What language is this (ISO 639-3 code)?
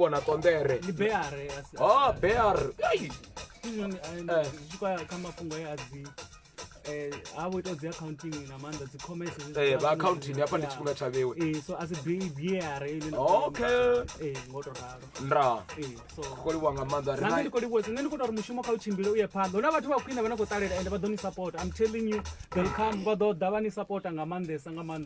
ven